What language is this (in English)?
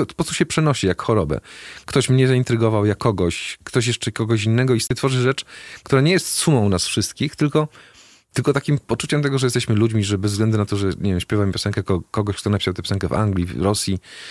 Polish